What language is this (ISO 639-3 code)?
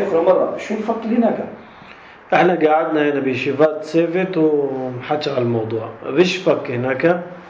apc